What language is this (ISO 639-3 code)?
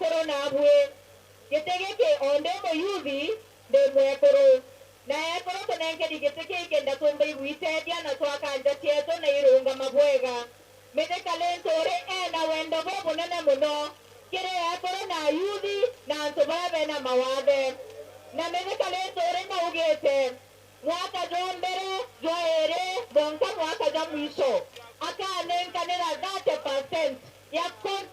mer